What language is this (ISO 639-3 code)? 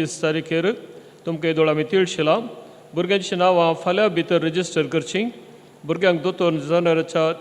kok